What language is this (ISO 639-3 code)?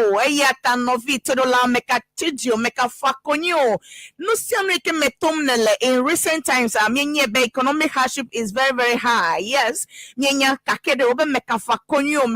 ewe